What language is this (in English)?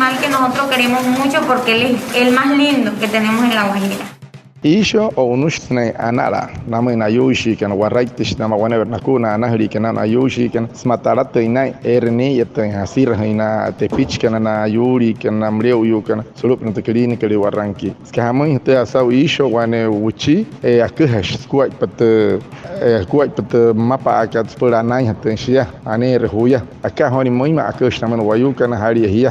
Wayuu